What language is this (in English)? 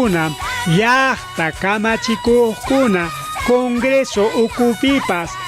Ayacucho Quechua